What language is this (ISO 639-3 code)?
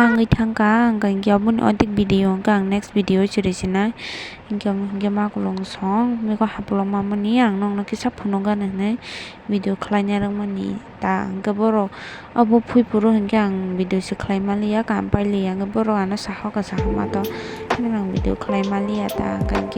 trp